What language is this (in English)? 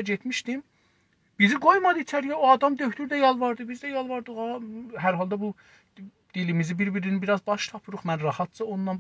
South Azerbaijani